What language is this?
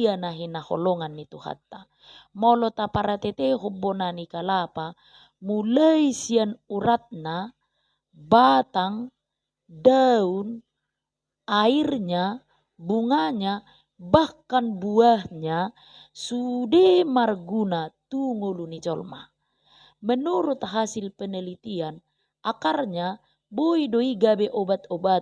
Batak Toba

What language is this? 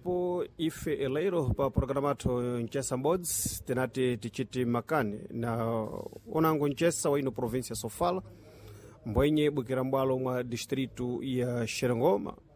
Sena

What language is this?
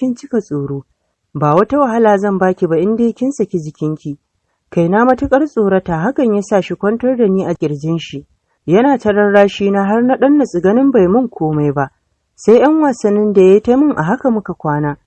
Hausa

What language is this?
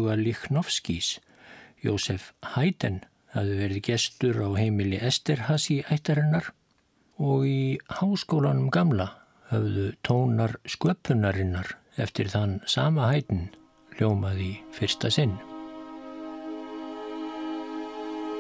Icelandic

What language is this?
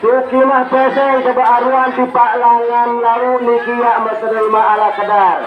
Sasak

